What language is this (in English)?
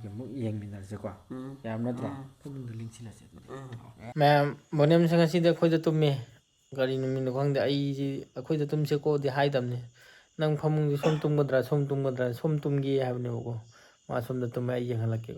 Manipuri